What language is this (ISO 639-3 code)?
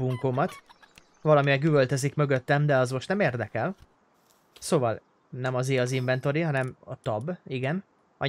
hun